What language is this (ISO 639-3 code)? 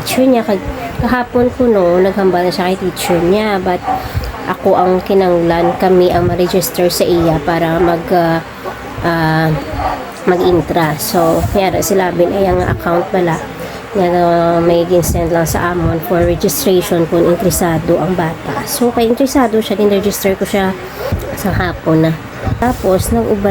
hil